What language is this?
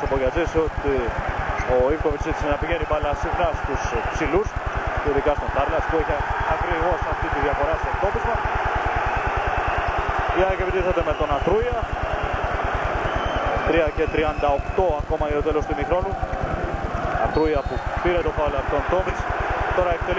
Greek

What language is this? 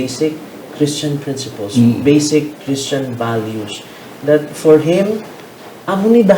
Hiligaynon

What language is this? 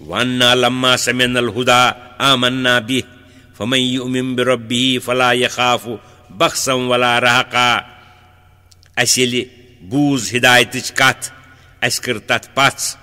Kashmiri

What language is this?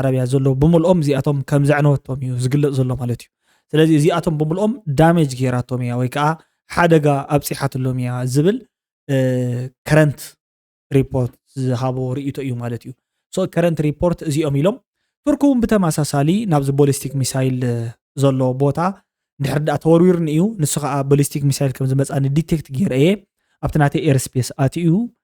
Tigrinya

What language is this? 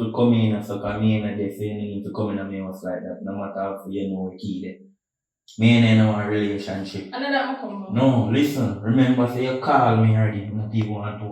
Jamaican Creole English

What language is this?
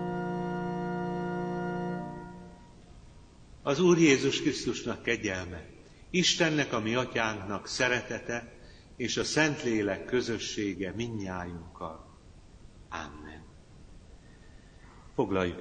Hungarian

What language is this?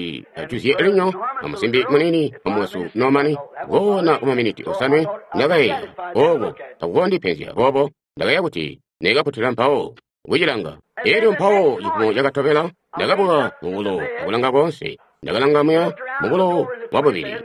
Tonga (Zambia)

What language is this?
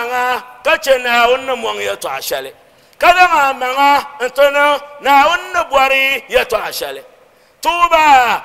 Dagbani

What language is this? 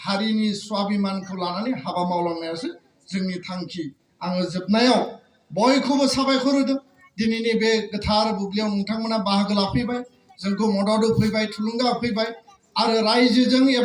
Bodo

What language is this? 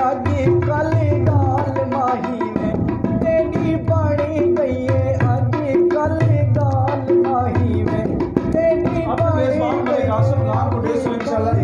Saraiki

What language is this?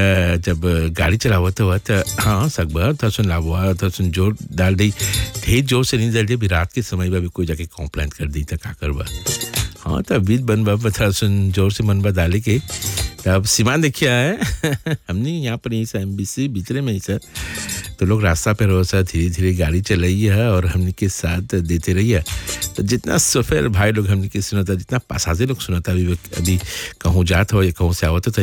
Bhojpuri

